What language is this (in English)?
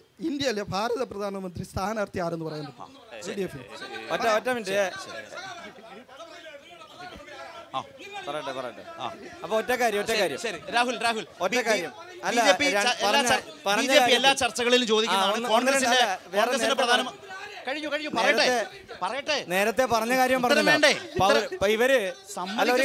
Malayalam